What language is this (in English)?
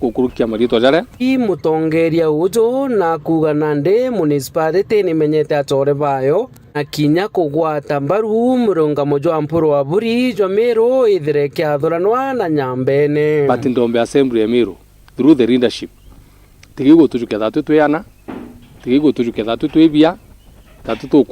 Meru